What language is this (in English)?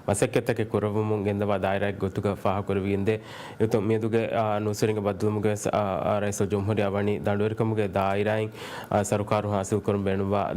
Divehi